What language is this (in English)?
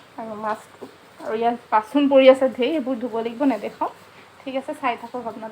Assamese